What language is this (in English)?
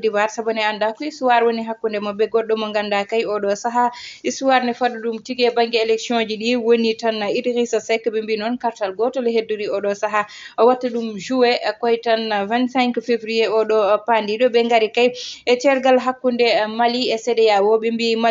Fula